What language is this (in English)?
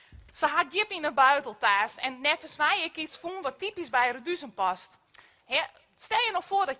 Western Frisian